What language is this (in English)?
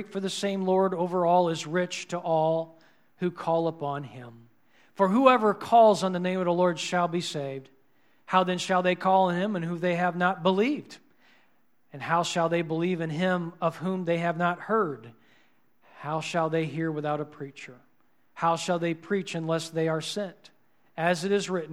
English